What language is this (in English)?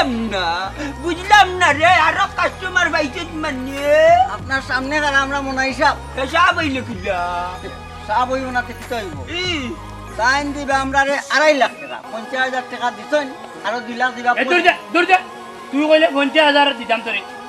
Sylheti